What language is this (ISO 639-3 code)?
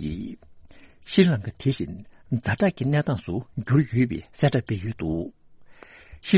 bod